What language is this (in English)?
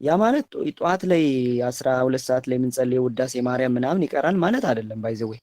Amharic